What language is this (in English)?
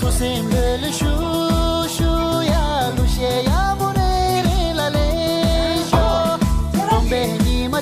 Tibetan